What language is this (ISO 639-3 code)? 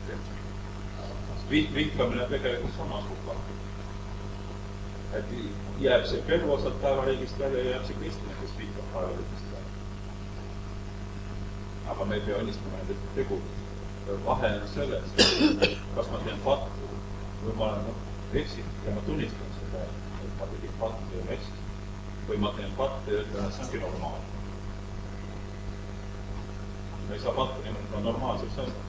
est